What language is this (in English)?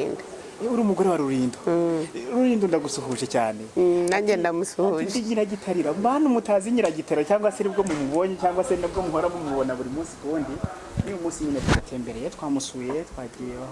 Kinyarwanda